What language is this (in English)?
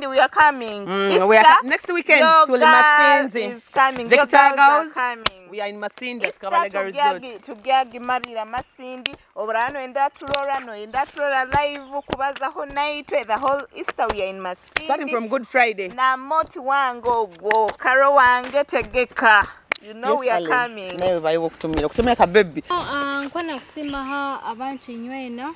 Nyoro